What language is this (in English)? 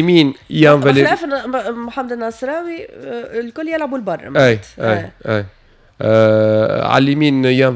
Tunisian Arabic